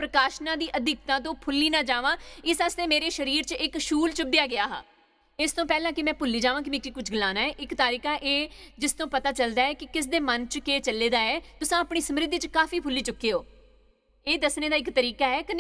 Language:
Dogri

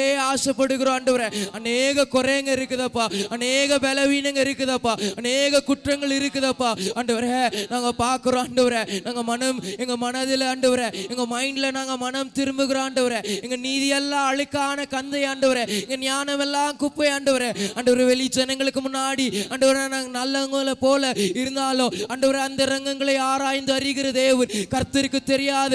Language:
Tamil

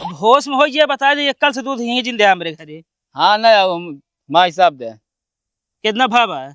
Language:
Awadhi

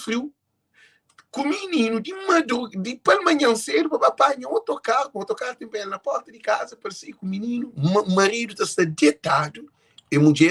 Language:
Kabuverdianu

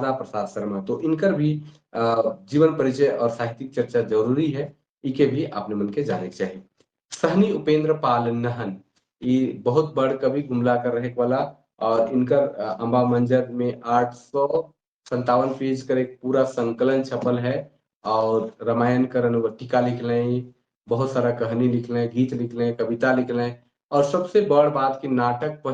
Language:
Sadri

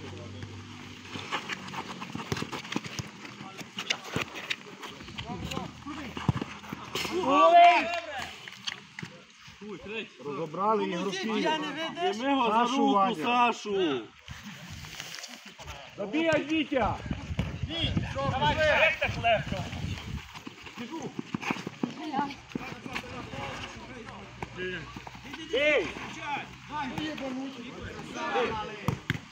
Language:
Ukrainian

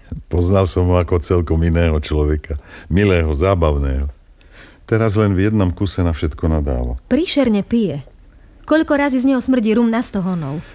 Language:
Slovak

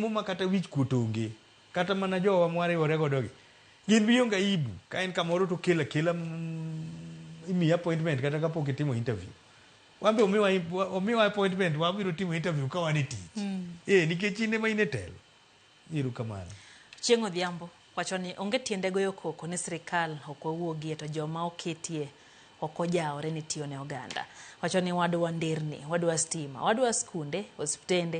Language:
Luo (Kenya and Tanzania)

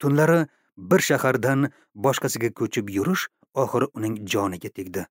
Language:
Uzbek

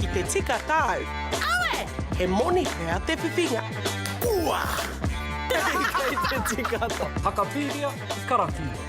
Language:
Māori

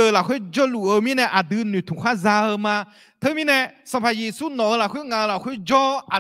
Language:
Akha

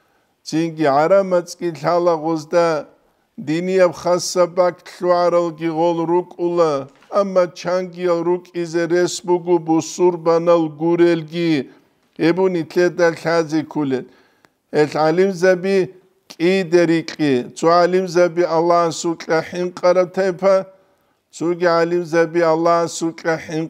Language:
Avaric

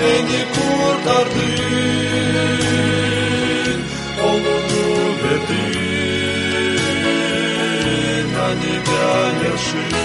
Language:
Gagauz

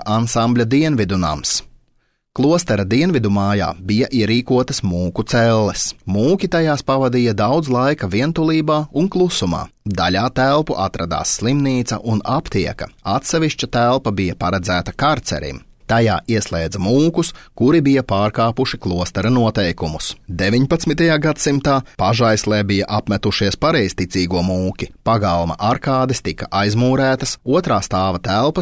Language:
Latvian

